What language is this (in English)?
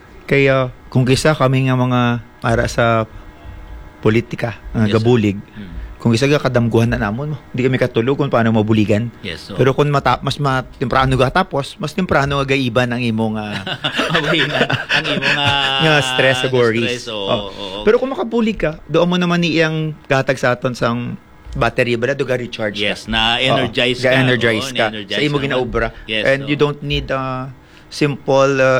Hiligaynon